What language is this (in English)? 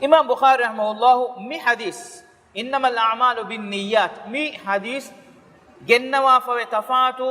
Divehi